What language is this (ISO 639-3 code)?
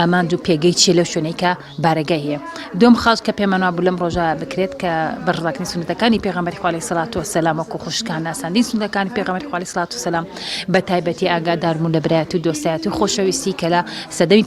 ckb